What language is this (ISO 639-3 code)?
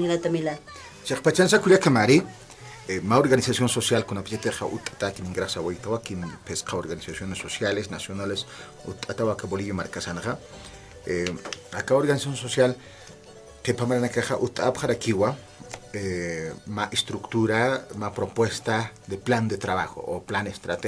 aym